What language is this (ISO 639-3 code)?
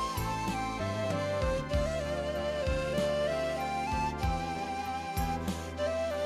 bak